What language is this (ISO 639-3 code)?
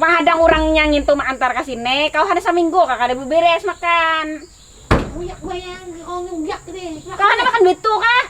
bjn